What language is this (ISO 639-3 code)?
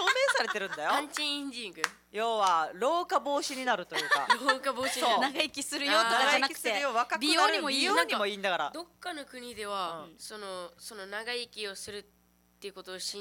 jpn